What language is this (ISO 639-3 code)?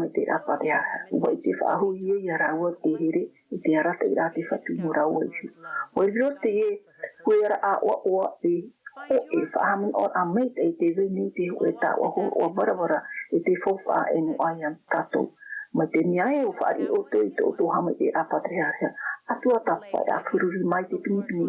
tah